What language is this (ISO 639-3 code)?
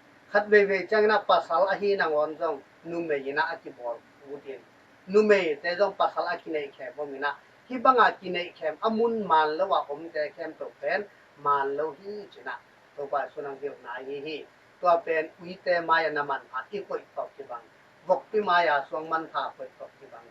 ctd